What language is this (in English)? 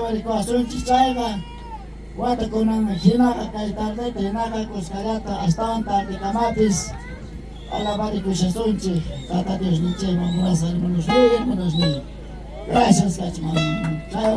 South Bolivian Quechua